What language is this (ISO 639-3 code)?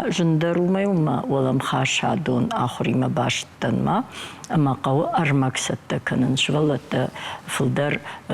oss